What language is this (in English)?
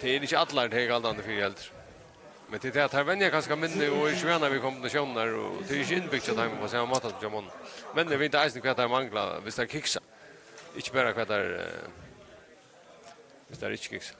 Faroese